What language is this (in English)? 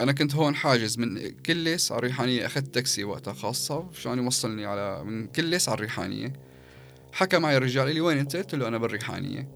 North Levantine Arabic